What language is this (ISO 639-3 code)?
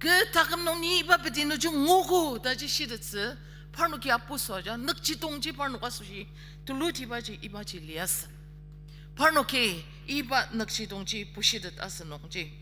njo